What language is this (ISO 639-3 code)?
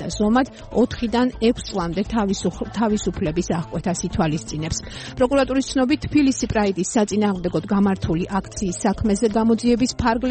kat